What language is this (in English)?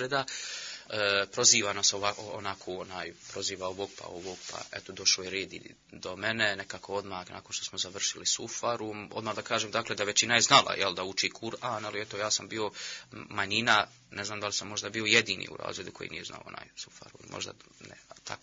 Bosnian